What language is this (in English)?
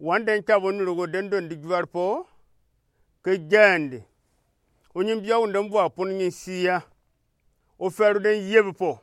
Gourmanchéma